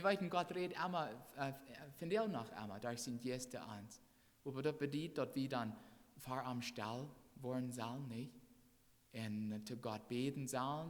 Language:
Plautdietsch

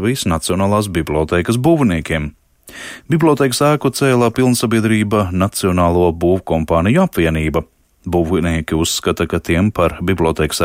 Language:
Latvian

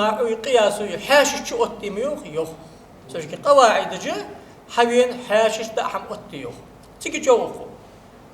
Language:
Ingush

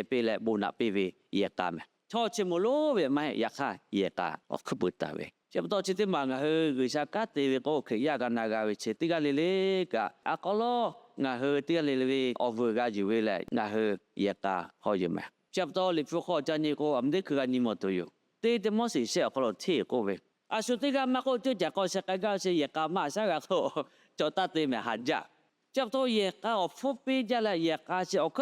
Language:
Lahu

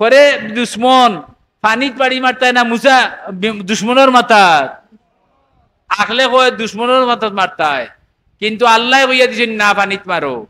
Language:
Sylheti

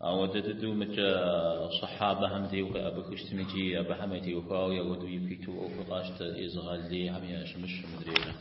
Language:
Kabardian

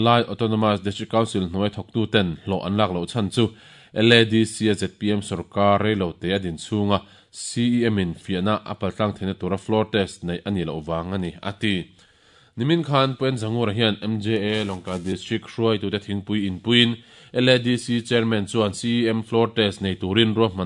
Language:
Mizo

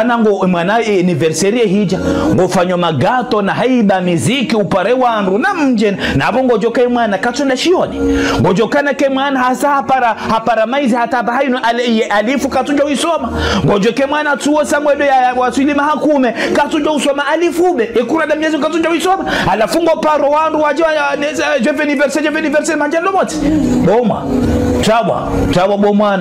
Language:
Ngazidja Comorian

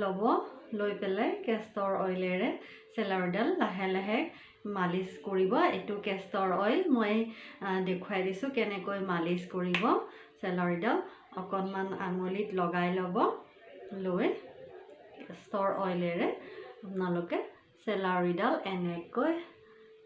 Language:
Assamese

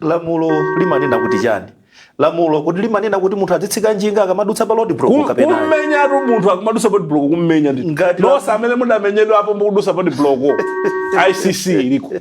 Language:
Nyanja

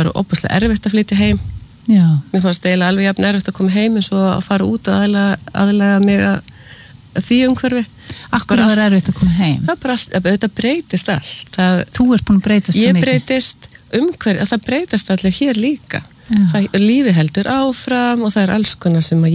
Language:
Icelandic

